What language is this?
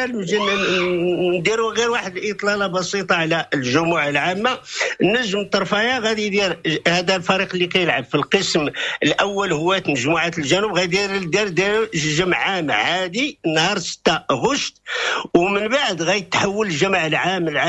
Moroccan Arabic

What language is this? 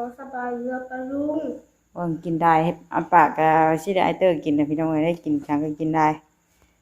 Northeastern Thai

